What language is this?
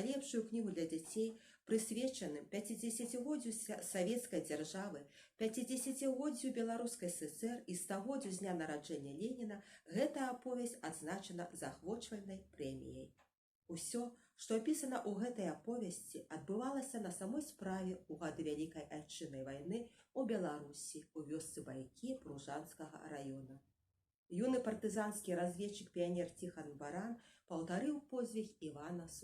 Belarusian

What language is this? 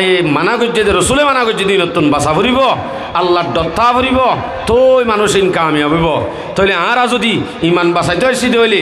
Rohingya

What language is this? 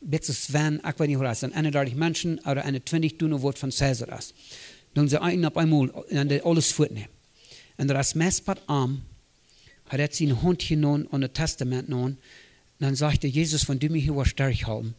Plautdietsch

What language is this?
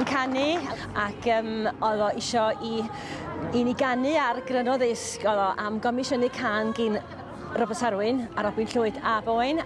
Welsh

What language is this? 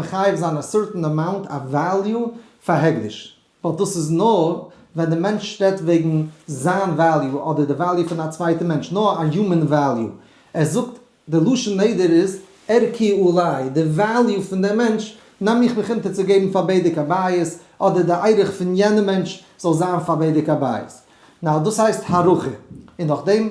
Yiddish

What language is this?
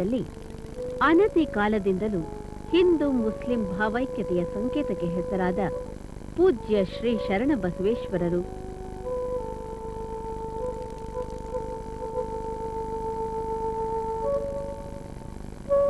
Kannada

